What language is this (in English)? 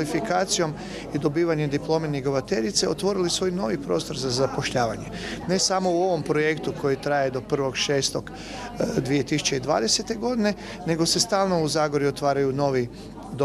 Croatian